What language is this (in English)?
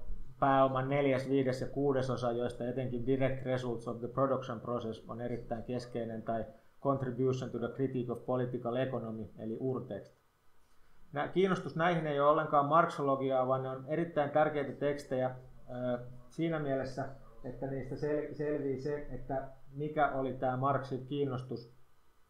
Finnish